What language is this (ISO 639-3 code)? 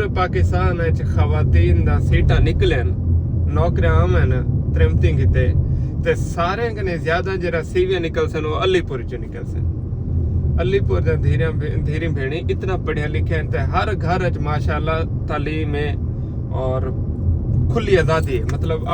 skr